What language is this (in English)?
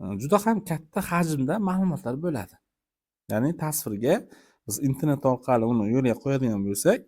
Uzbek